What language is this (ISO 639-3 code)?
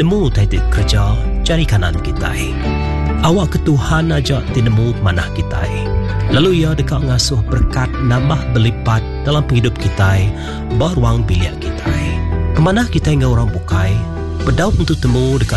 iba